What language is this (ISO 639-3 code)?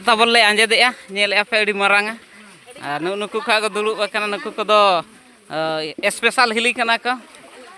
sat